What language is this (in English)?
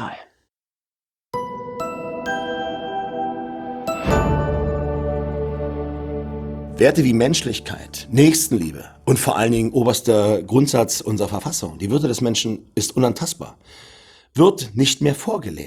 German